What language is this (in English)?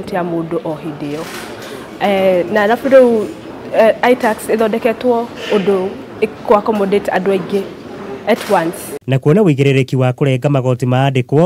Kikuyu